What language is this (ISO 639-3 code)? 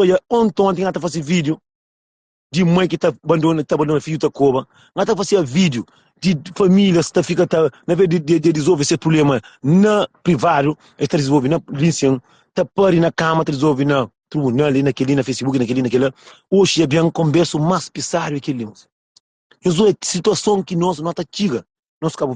kea